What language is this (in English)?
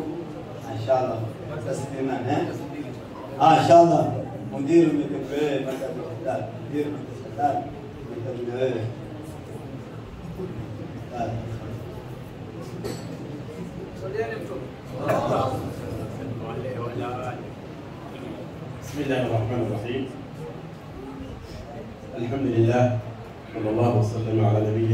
Swahili